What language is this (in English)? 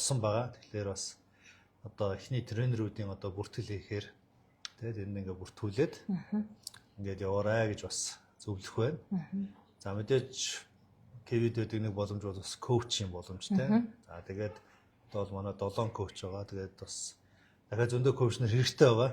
Mongolian